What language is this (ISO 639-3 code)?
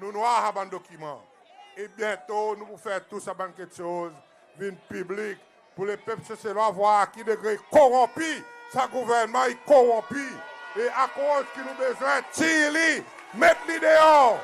crs